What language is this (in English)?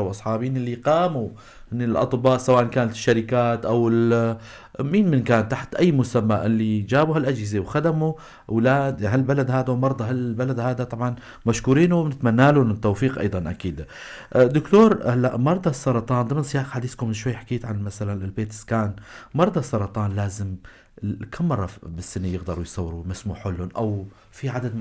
North Levantine Arabic